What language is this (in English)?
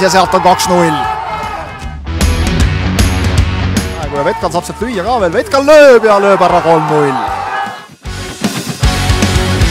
Estonian